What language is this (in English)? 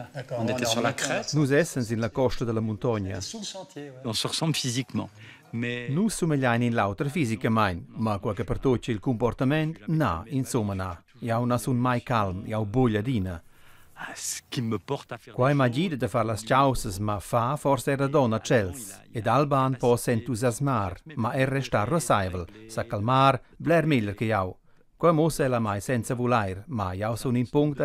Romansh